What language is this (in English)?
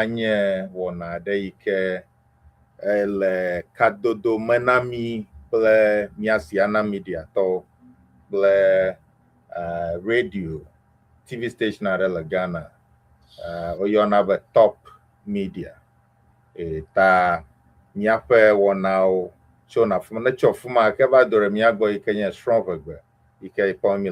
Ewe